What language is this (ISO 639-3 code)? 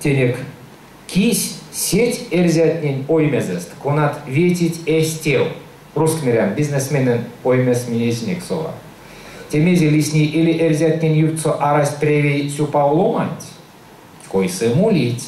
myv